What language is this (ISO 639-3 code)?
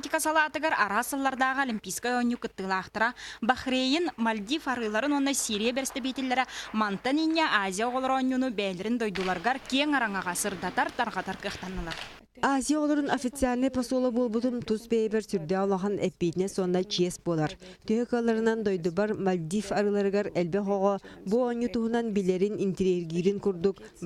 sah